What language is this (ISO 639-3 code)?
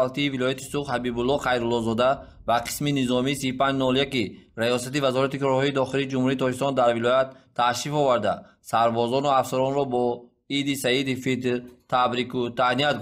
tgk